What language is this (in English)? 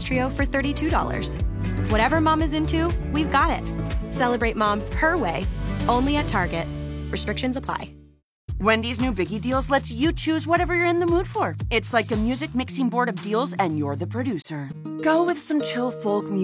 English